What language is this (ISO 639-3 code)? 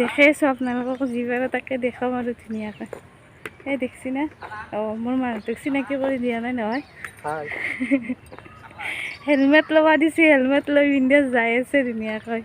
asm